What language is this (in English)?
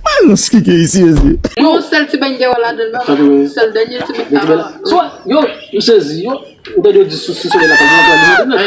Haitian Creole